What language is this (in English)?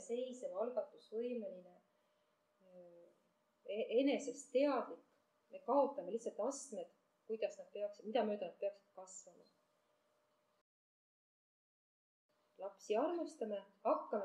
Estonian